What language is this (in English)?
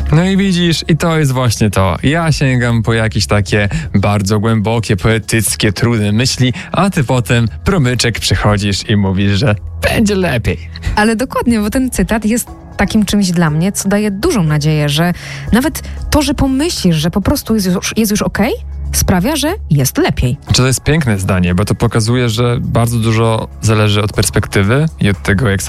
Polish